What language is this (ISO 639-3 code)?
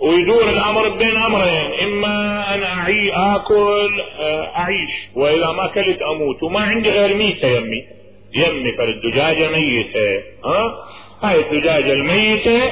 acm